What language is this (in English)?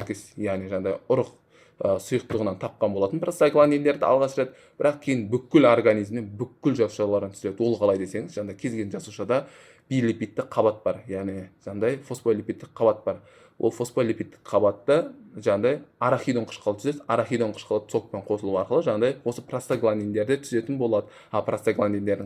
Kazakh